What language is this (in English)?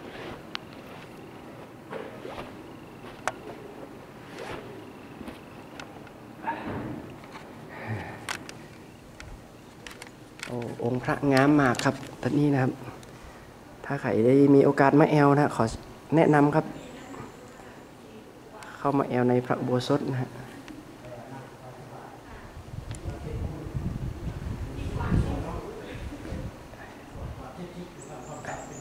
Thai